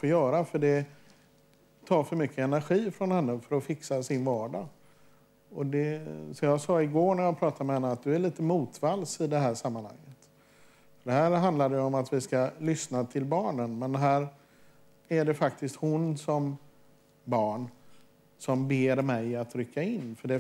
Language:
Swedish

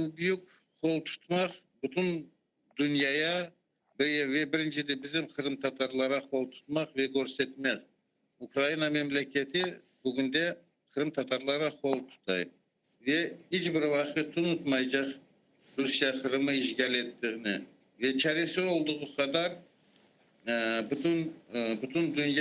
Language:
Crimean Tatar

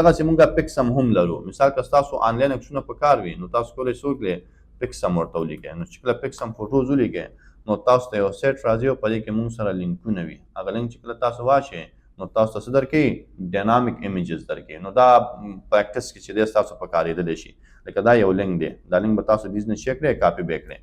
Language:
Pashto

